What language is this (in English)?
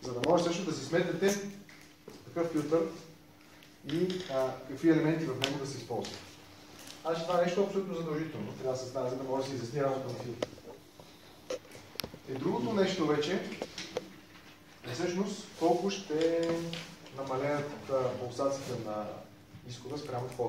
Bulgarian